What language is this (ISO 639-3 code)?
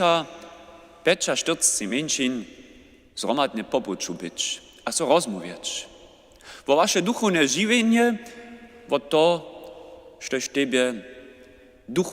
hsb